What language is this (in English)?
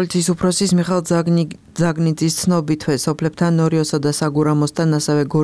Georgian